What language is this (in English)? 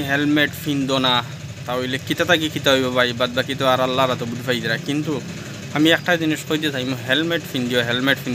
Sylheti